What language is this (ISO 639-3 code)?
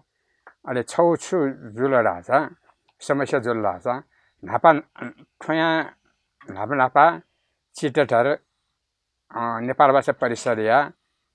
new